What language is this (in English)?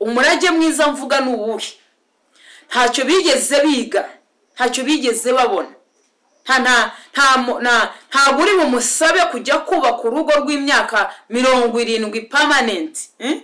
Kinyarwanda